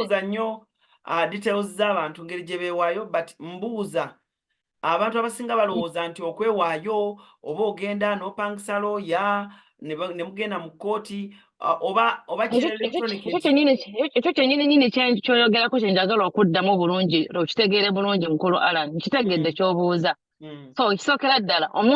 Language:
Ganda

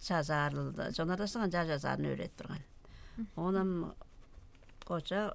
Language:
Tuvinian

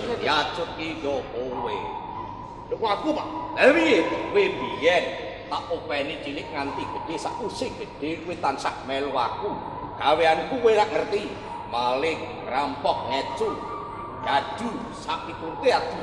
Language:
Javanese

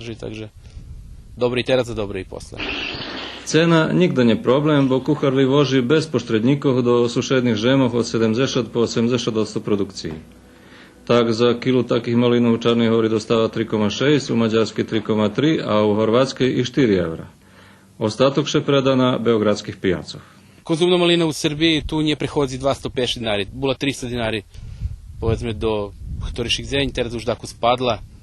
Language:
Rusyn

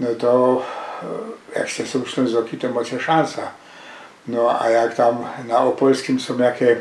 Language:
Silesian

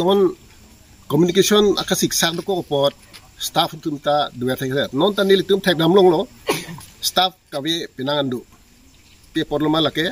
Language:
Karbi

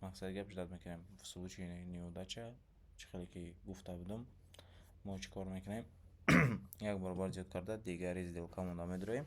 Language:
Tajik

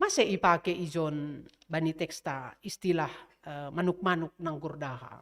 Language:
Batak Simalungun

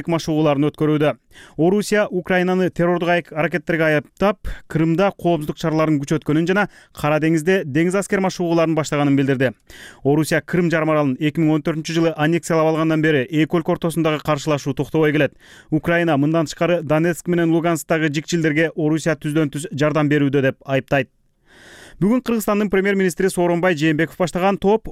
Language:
Kyrgyz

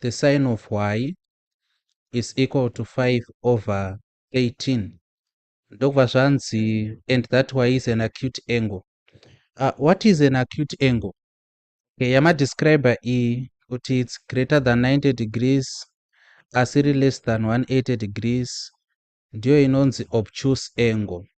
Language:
Shona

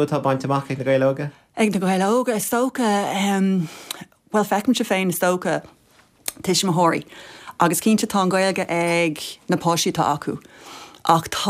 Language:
Irish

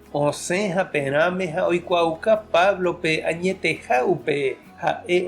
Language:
Guarani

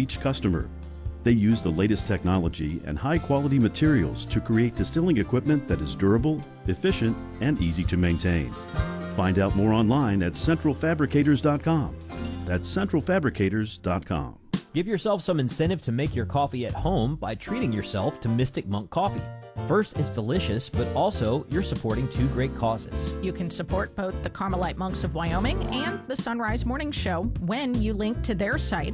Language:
English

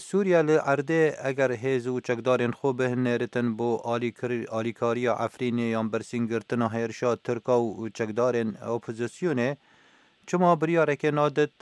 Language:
Kurdish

